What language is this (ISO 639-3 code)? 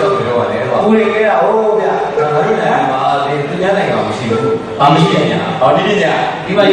mya